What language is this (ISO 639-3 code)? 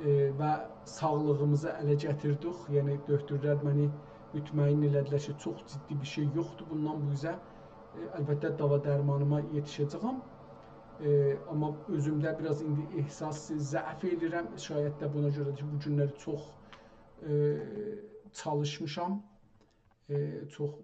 azb